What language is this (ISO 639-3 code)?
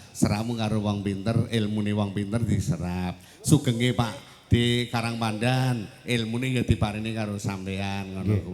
jav